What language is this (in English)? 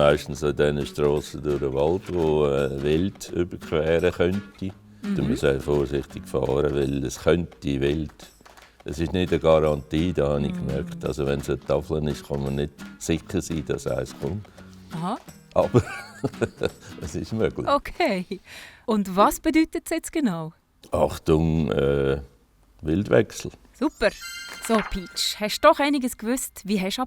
Swiss German